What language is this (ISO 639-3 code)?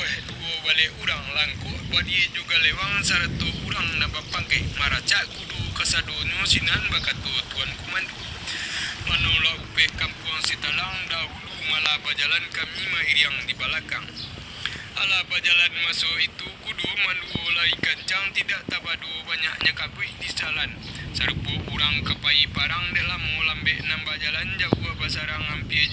min